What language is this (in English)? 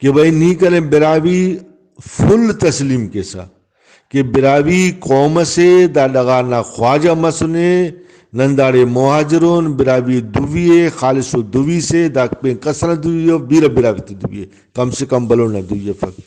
Brahui